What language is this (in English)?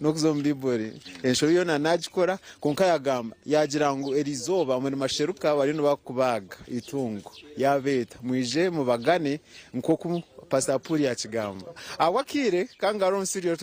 Nyankole